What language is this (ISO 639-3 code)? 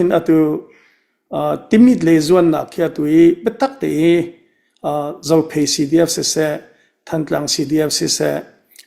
cnh